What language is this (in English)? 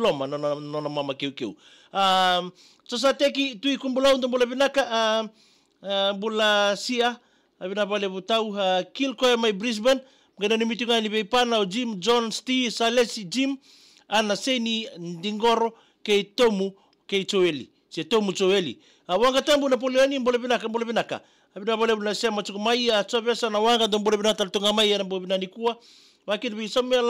Fijian